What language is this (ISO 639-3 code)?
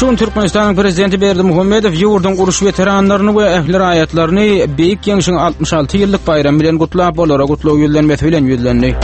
tuk